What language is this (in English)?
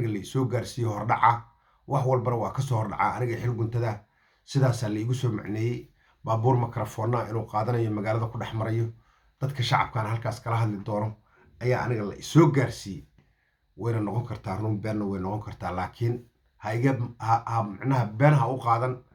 Somali